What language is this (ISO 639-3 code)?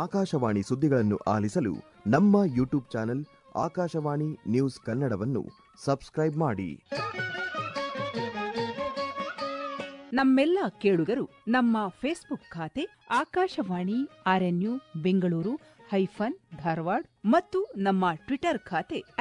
kan